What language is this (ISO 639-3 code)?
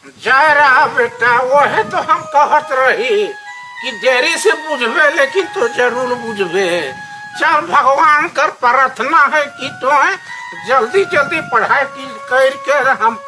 sck